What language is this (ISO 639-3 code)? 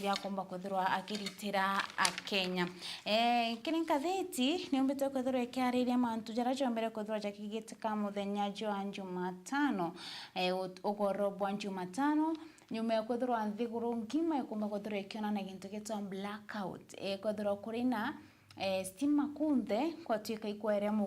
mer